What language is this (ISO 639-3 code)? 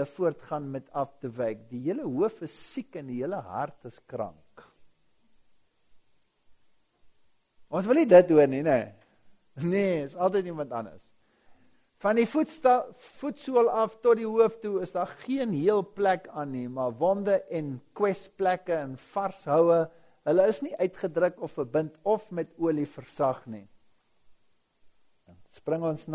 afr